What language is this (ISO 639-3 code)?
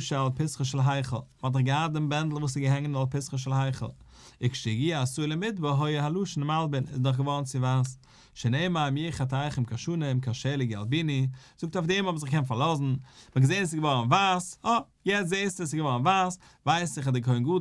yid